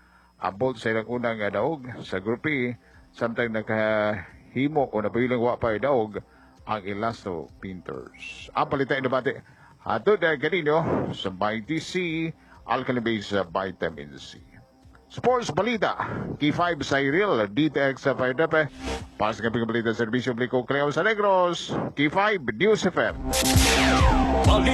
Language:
Cebuano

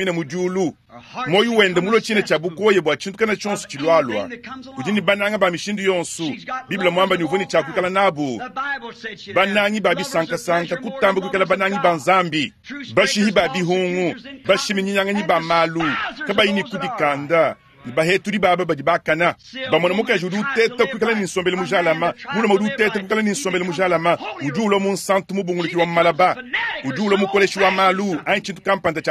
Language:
Luba-Lulua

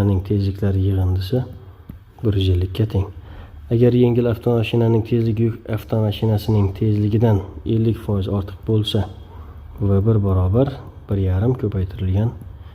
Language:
Uzbek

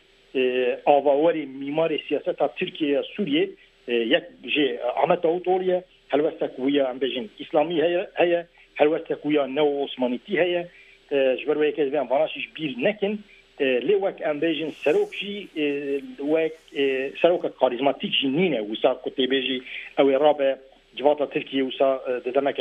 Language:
Kurdish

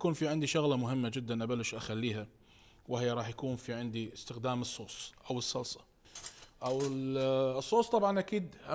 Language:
Mesopotamian Arabic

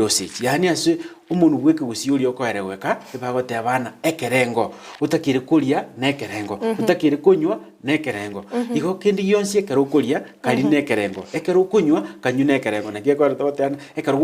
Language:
Gusii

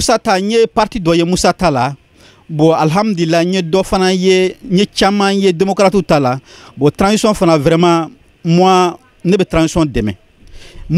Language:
Bambara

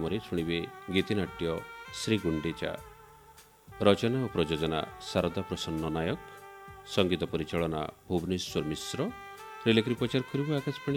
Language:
Odia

